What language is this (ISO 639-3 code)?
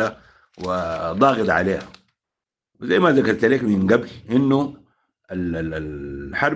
apd